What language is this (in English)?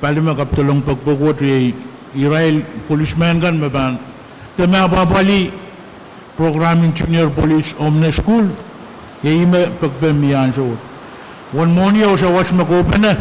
Pohnpeian